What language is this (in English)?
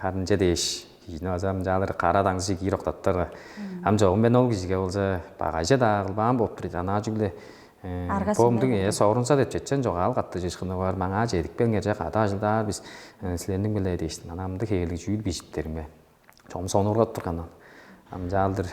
Tuvinian